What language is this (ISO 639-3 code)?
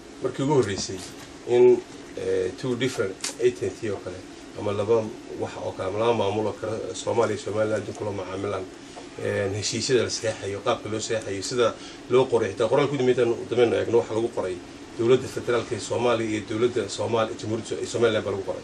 som